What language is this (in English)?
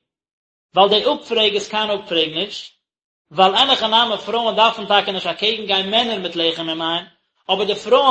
Yiddish